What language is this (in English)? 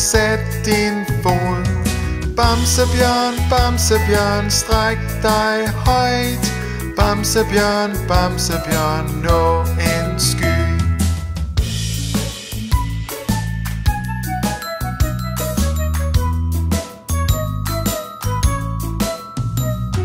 Danish